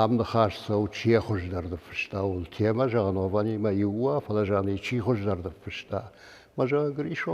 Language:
Ossetic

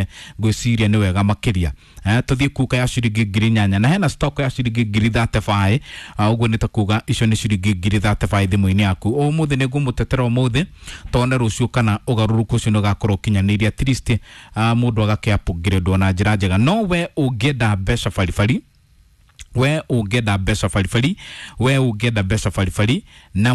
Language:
Kikuyu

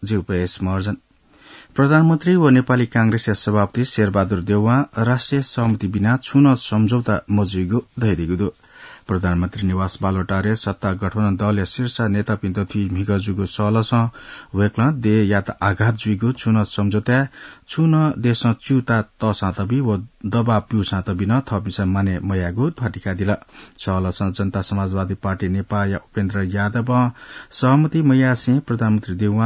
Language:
Newari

